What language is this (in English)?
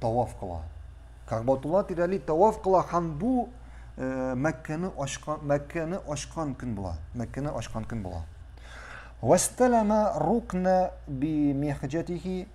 Tatar